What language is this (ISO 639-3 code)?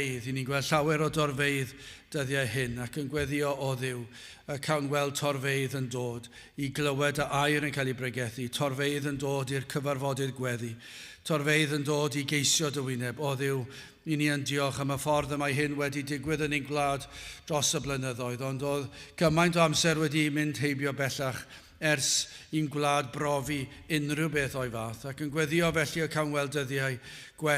cym